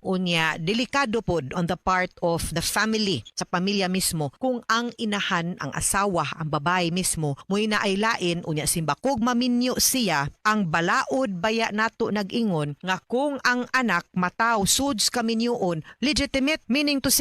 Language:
Cebuano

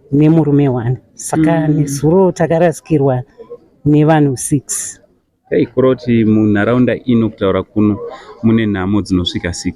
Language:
Shona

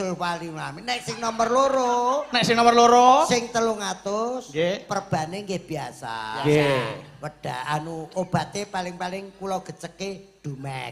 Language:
Javanese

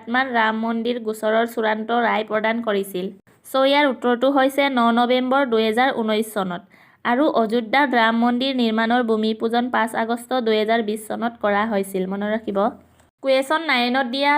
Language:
Assamese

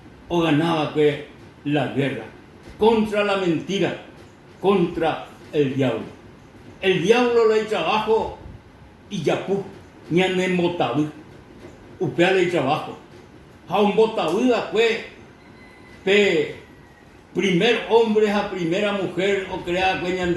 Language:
Guarani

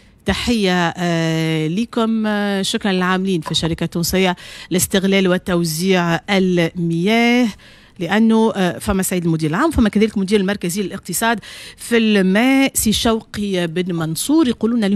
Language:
Tunisian Arabic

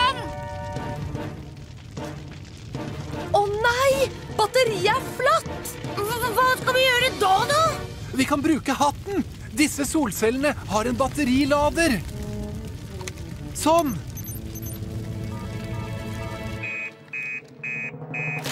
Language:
Norwegian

